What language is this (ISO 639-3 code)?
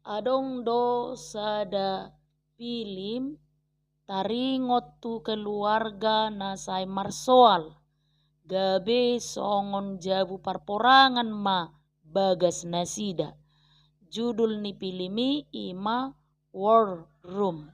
bbc